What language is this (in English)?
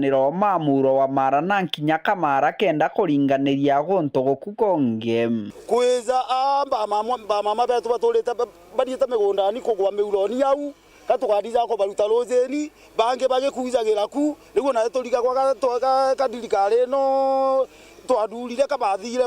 Meru